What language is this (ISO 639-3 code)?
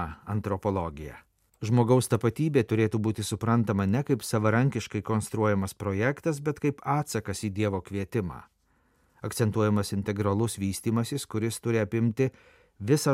lit